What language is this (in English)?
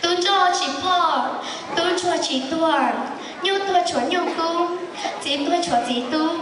Hmong